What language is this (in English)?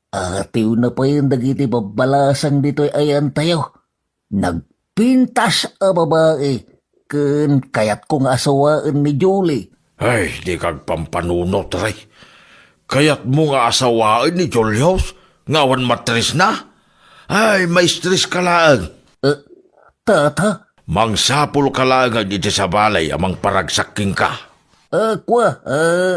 Iloko